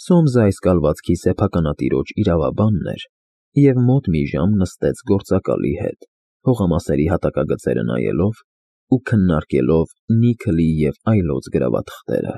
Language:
Armenian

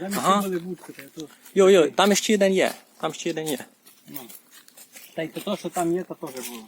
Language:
Rusyn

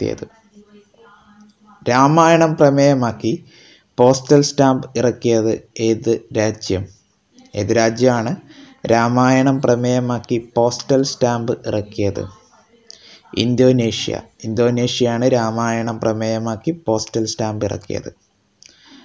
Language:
Malayalam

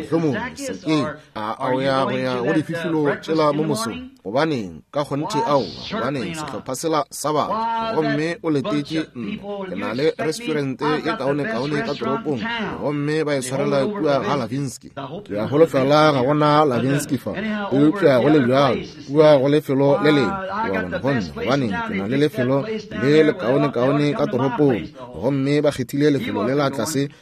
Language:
Northern Sotho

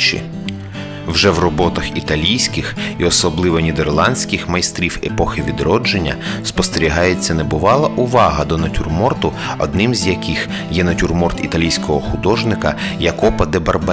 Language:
Ukrainian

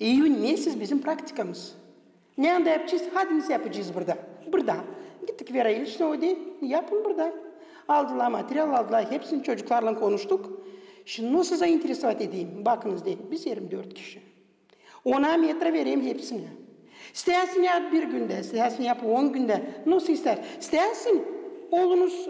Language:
Gagauz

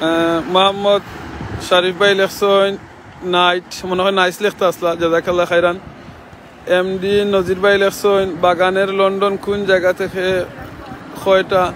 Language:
Sylheti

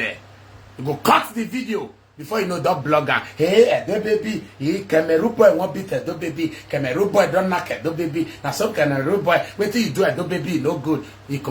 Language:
Nigerian Pidgin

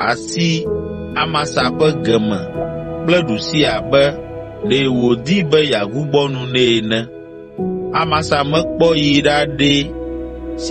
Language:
Ewe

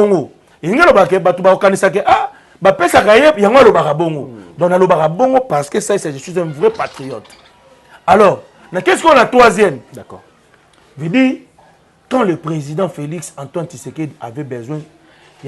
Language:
Lingala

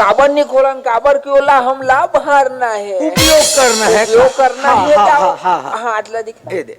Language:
Chhattisgarhi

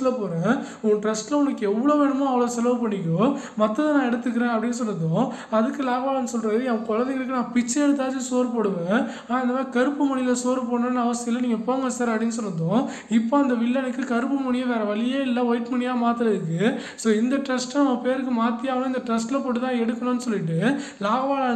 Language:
Tamil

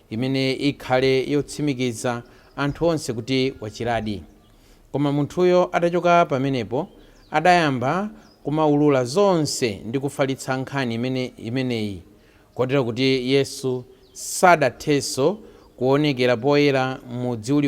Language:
Nyanja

